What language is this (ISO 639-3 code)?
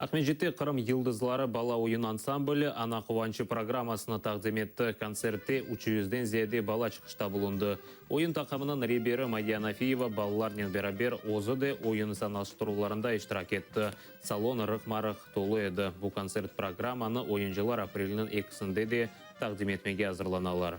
crh